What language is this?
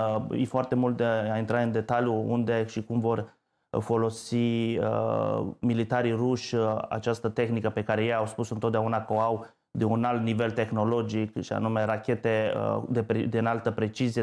Romanian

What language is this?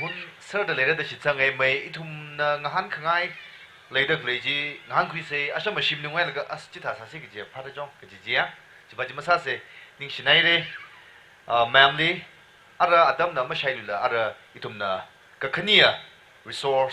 Tangkhul Naga (India)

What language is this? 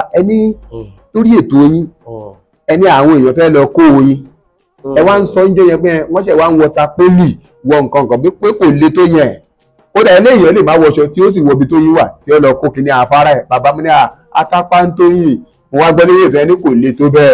Yoruba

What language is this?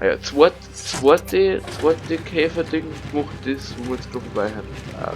Bavarian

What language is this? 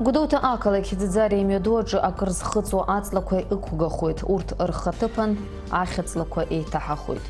Abkhazian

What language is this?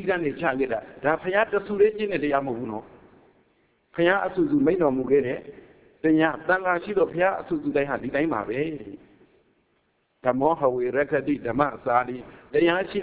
Burmese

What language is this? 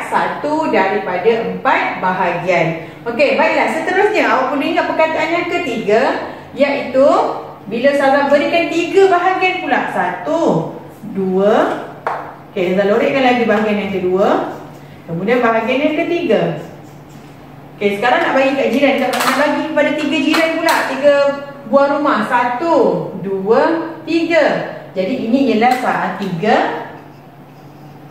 Malay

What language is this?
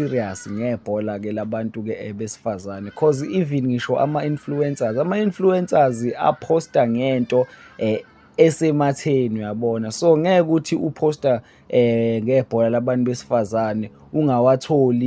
Zulu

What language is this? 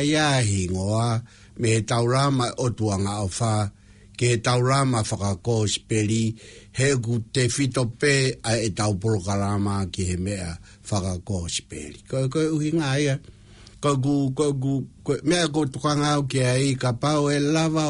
Tongan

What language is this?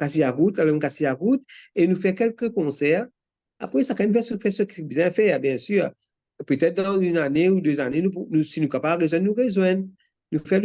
Morisyen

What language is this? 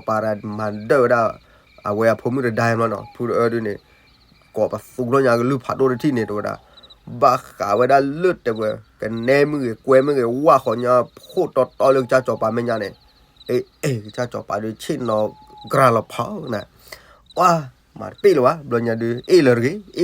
S'gaw Karen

